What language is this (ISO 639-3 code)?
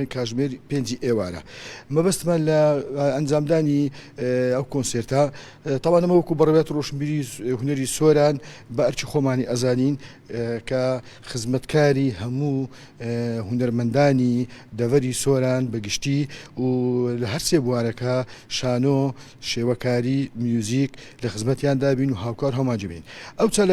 ckb